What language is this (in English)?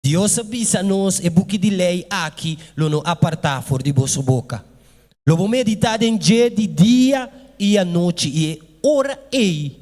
Papiamento